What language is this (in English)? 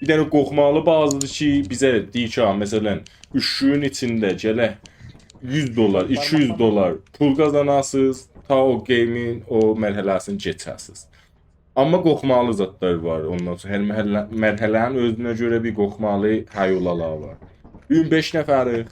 South Azerbaijani